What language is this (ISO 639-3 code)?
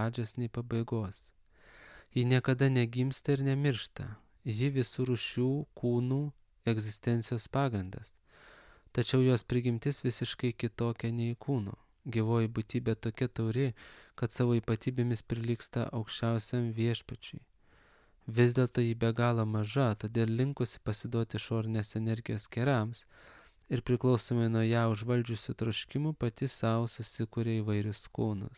lit